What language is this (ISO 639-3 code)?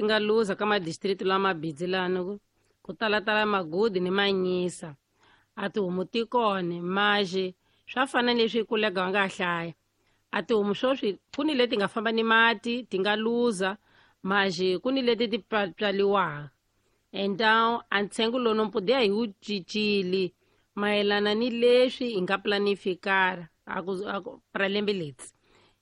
tso